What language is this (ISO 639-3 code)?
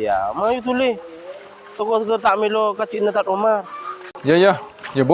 mad